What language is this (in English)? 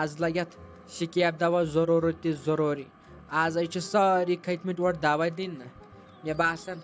Kashmiri